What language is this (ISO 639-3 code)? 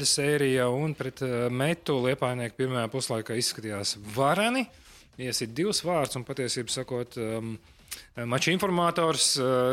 lav